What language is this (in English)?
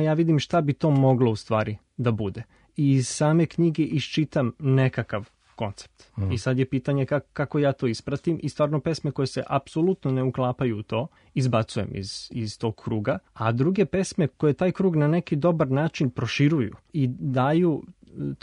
Serbian